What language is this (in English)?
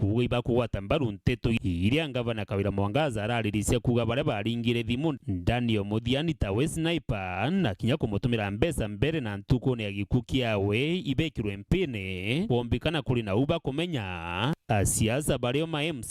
Meru